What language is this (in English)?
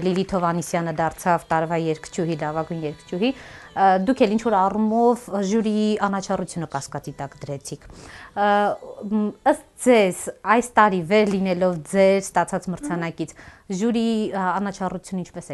Armenian